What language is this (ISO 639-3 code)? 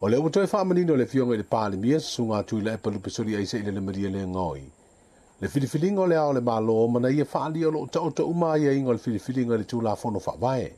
smo